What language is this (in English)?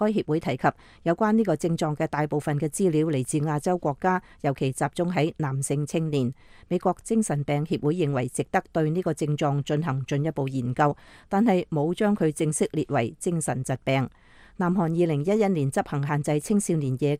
Cantonese